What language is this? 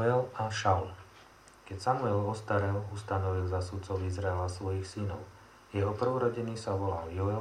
Slovak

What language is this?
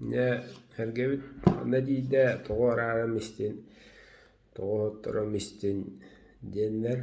Yakut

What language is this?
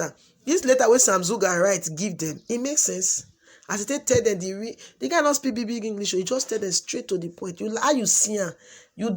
Nigerian Pidgin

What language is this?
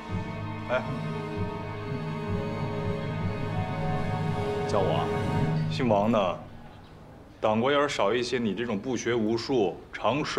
Chinese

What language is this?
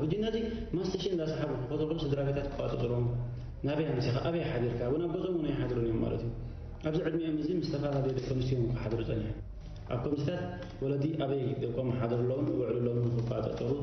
Tigrinya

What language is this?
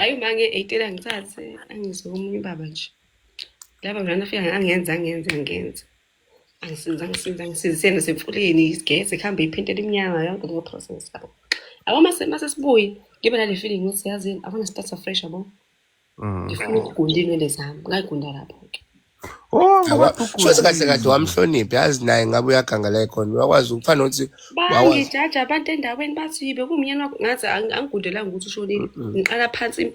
Zulu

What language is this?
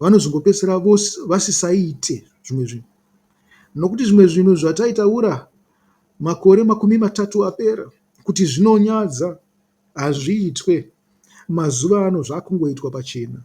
Shona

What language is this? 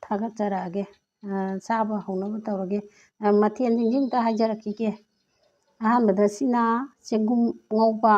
Manipuri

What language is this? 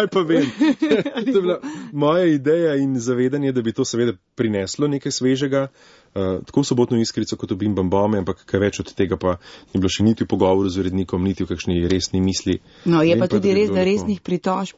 Slovenian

